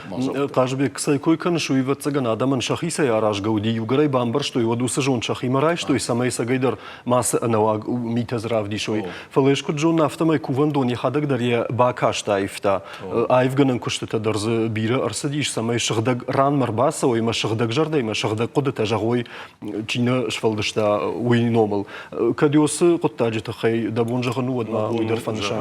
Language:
Ossetic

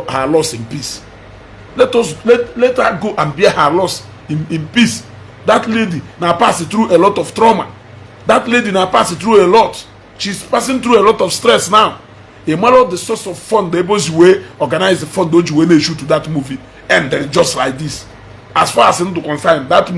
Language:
Igbo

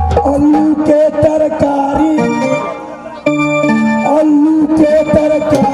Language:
Bhojpuri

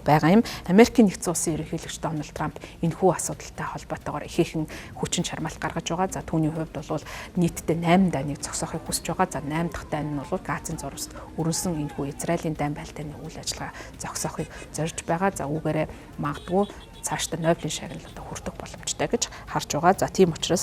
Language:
Mongolian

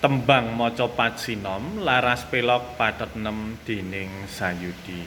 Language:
Javanese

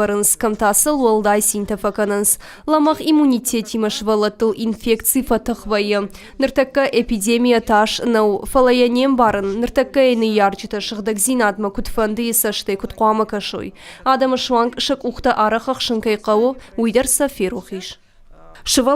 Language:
Ossetic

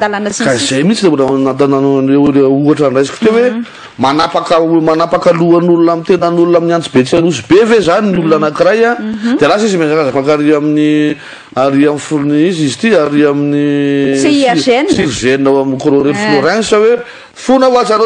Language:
Malagasy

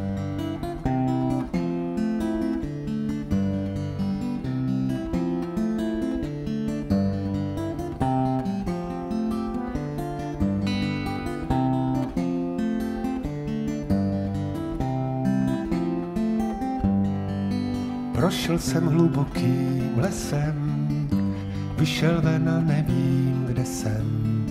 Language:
Czech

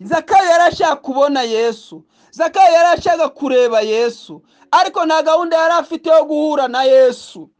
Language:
Kinyarwanda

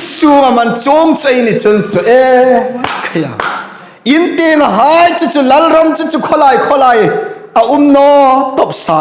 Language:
Hmar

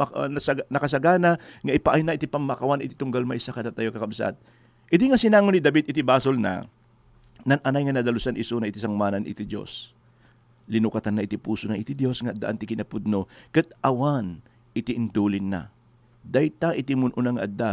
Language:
Iloko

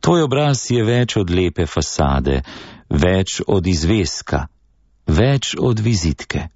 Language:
Slovenian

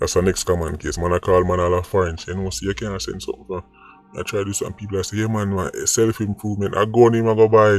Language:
Jamaican Creole English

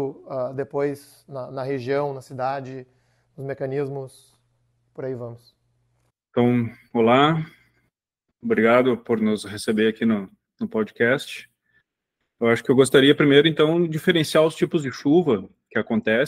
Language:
Portuguese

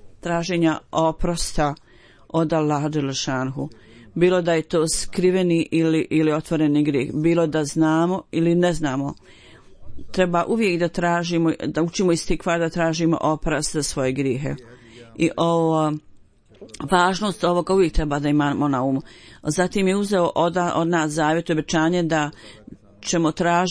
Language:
Bosnian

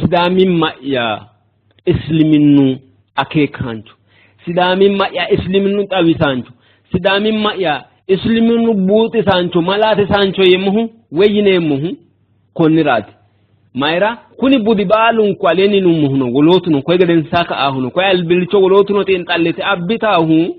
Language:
Sidamo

